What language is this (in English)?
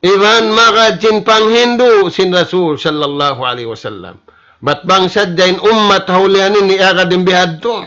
Tausug